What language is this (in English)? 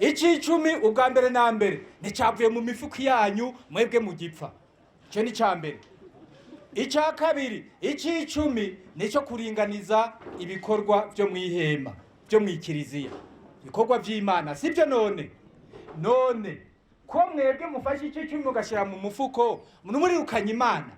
Rundi